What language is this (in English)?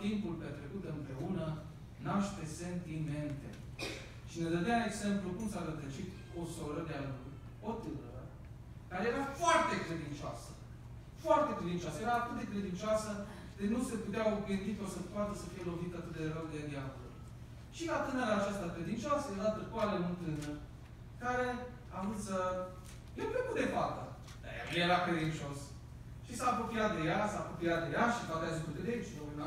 Romanian